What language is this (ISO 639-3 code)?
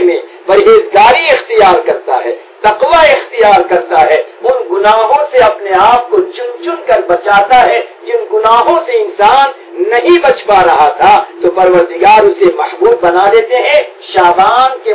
urd